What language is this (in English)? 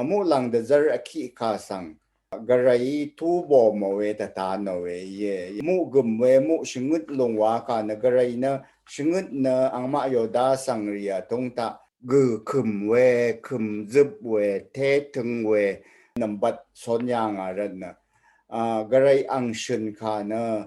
Rawang